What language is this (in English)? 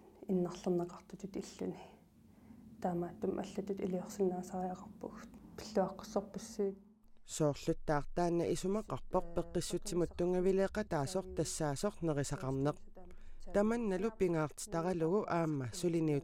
Kalaallisut